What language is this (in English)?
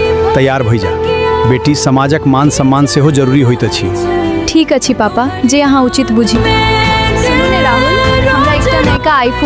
Maithili